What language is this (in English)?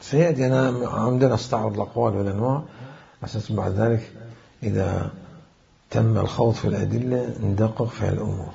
Mesopotamian Arabic